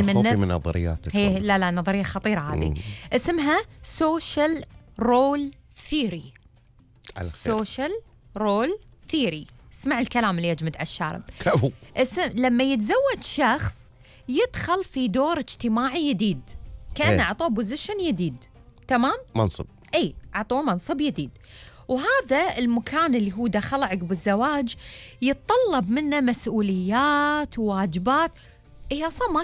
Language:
Gulf Arabic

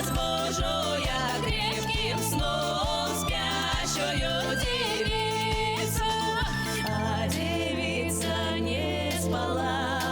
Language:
Bashkir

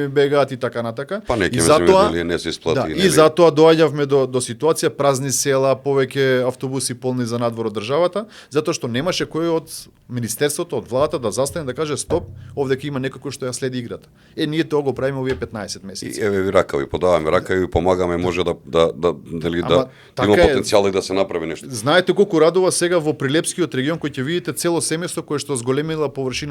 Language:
Macedonian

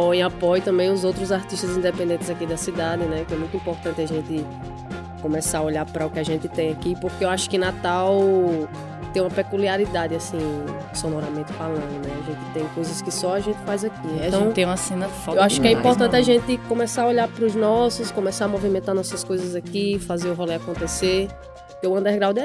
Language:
Portuguese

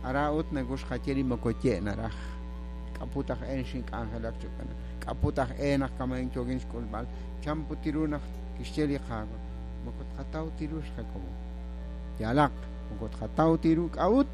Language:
Kekchí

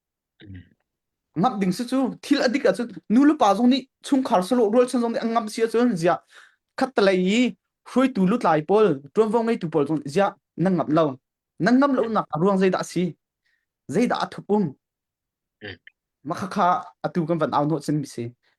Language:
Hakha Chin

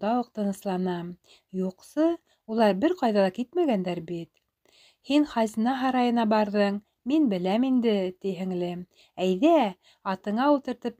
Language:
Bashkir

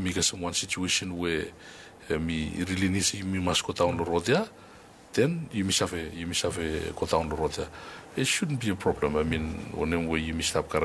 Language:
Bislama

